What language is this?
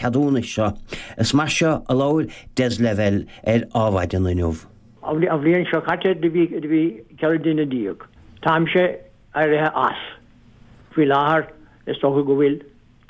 Irish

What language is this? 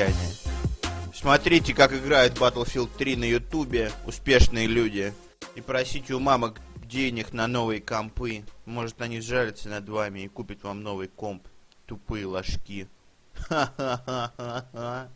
Russian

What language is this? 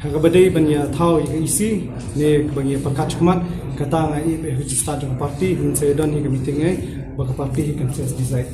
Khasi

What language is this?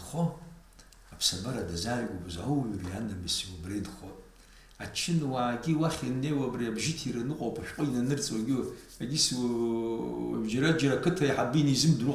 Abkhazian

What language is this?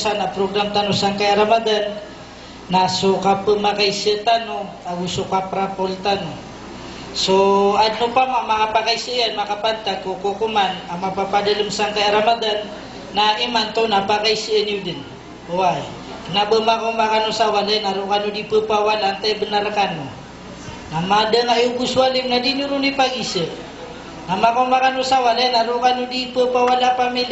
Maranao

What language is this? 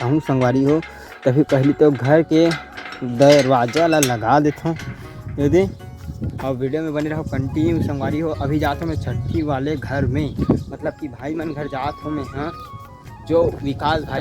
Chhattisgarhi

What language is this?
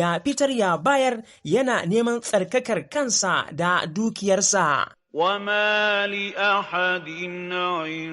Hausa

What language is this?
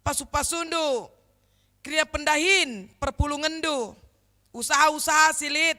Batak Karo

